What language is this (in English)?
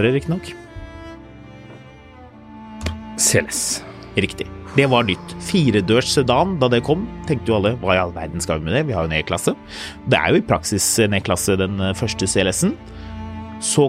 Norwegian